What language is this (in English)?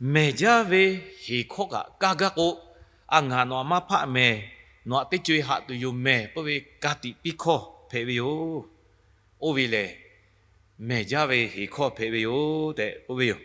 Lahu